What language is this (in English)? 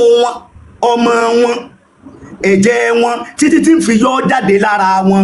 Yoruba